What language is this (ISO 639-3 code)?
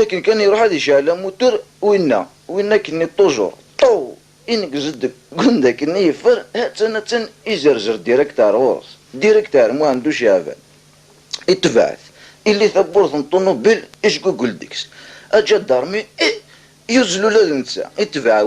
kab